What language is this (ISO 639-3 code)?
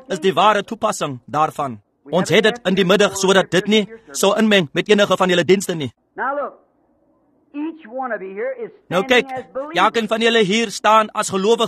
afr